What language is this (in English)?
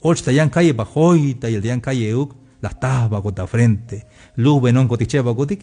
Tzeltal